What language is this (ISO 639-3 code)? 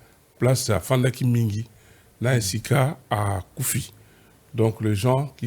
lin